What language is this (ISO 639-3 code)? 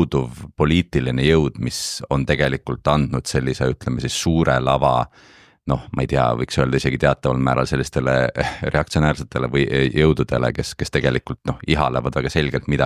est